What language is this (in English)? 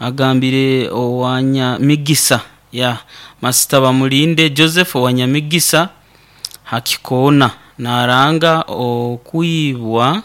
Nyoro